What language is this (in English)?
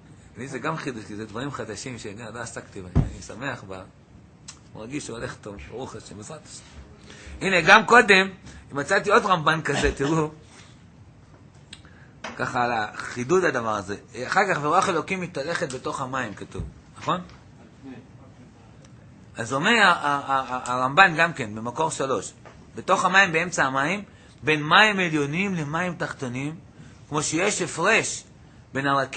Hebrew